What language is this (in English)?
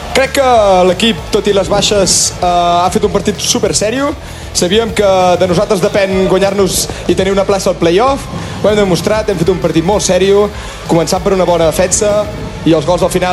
Catalan